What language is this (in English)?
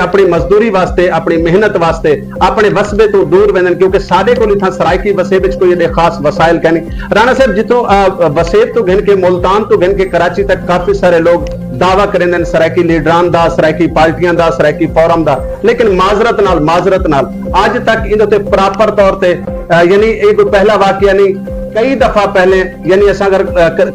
Saraiki